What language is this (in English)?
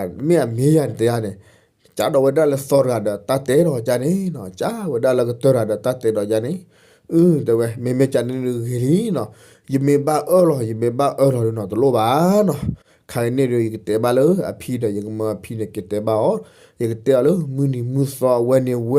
S'gaw Karen